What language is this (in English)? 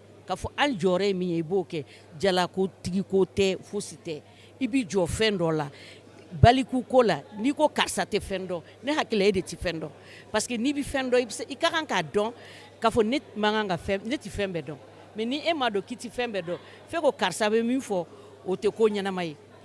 Bambara